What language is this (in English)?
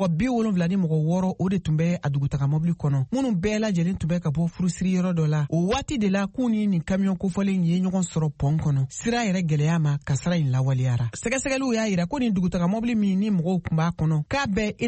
Bambara